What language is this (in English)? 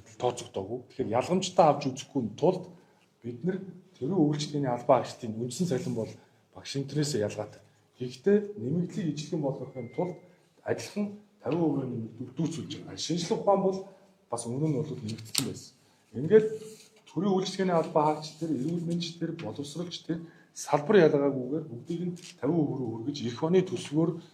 Mongolian